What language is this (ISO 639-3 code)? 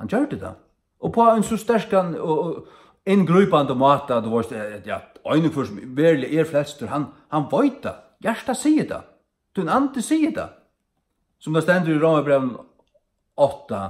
fao